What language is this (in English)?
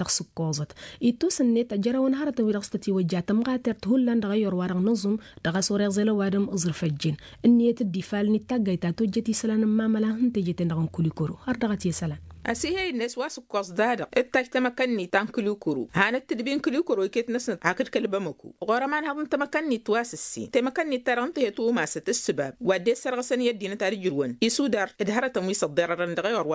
Tamasheq